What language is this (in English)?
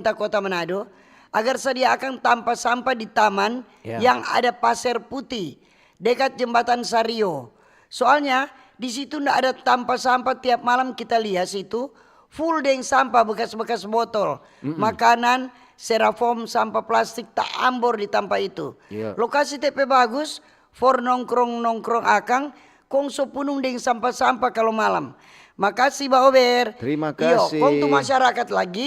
Manado Malay